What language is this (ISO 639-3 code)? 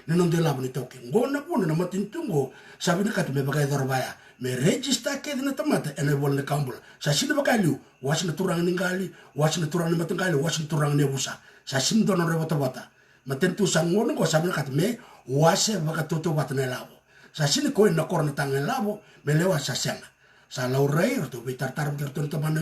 fij